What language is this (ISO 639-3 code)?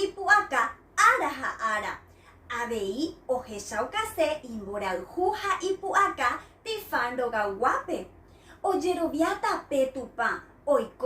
grn